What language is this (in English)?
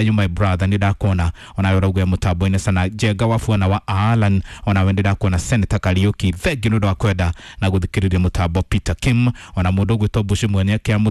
Kikuyu